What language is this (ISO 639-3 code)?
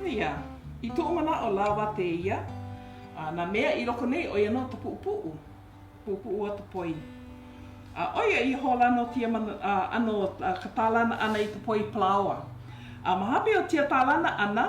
haw